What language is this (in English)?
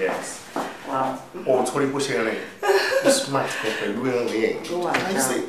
Yoruba